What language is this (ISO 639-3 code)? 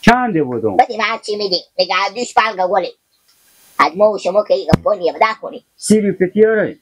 haz